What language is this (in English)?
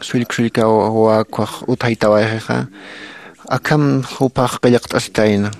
Aymara